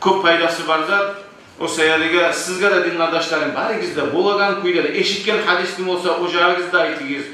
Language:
Kumyk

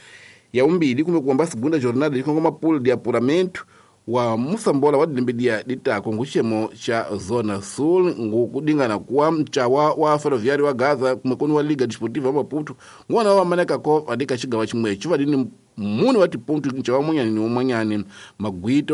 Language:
Tsonga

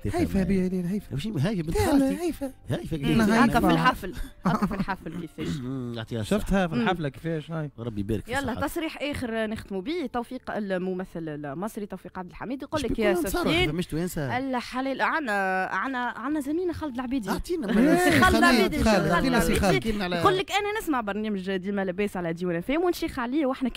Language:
Tunisian Arabic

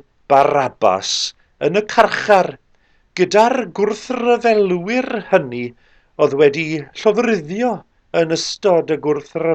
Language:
Welsh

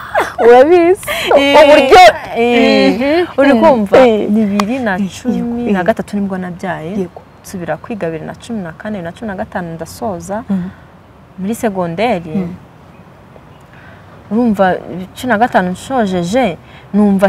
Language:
Kinyarwanda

